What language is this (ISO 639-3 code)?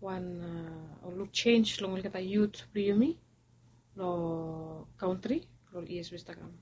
bis